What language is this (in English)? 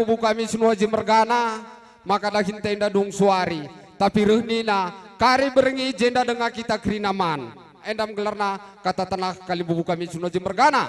Batak Karo